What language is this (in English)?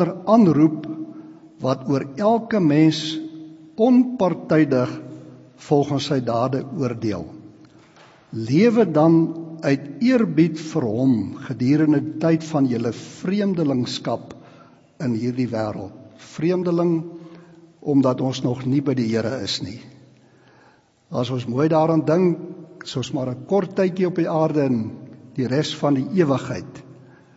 Afrikaans